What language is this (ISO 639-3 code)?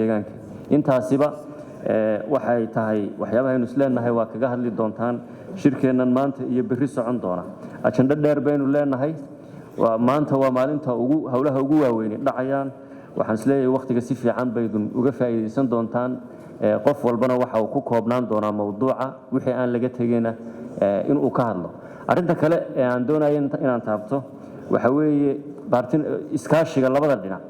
som